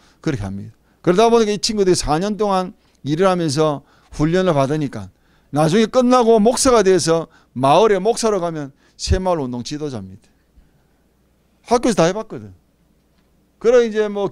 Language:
Korean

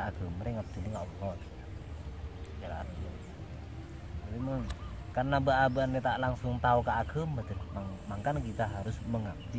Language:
Madurese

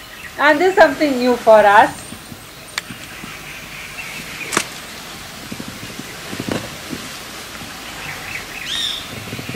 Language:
Hindi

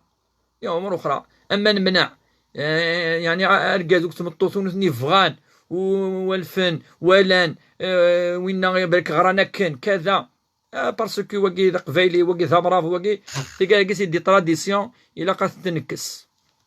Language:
Kabyle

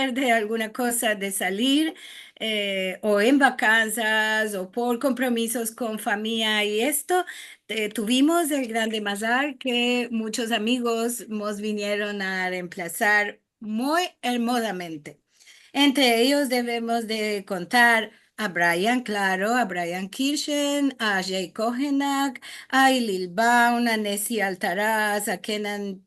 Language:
Ladino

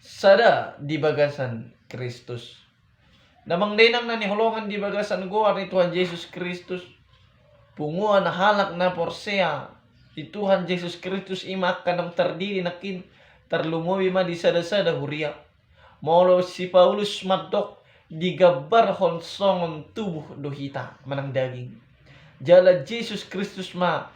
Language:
Batak Toba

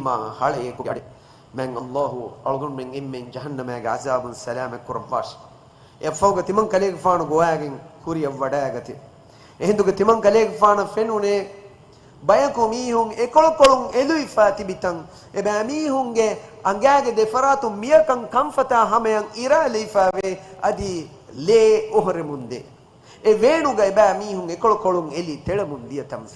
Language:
Divehi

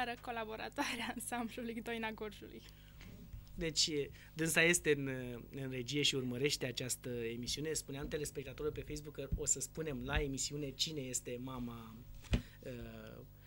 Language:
Romanian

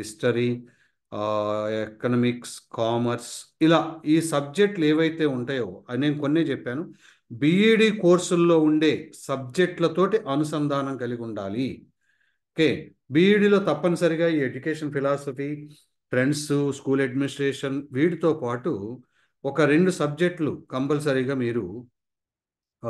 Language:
Telugu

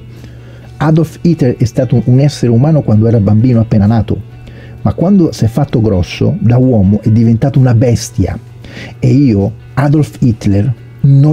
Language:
Italian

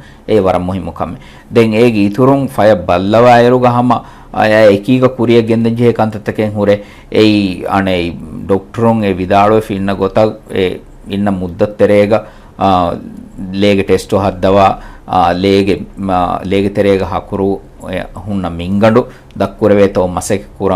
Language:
Divehi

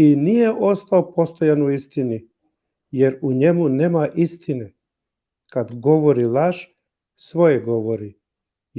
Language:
Balkan Romani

